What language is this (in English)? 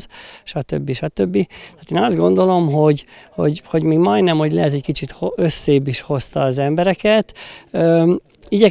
Hungarian